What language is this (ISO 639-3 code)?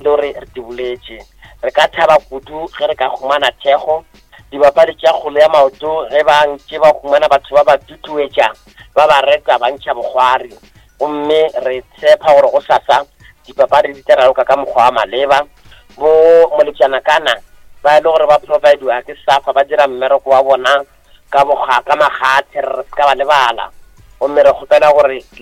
nso